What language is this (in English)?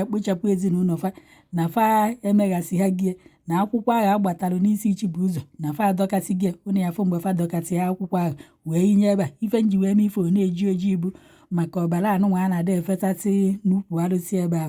Igbo